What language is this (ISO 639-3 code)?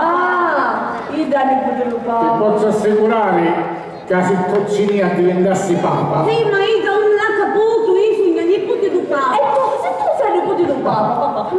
scn